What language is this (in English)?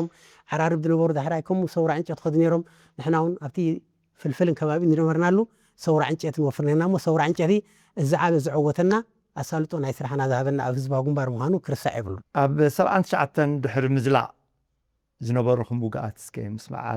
Tigrinya